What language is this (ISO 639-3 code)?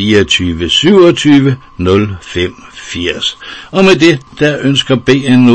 dan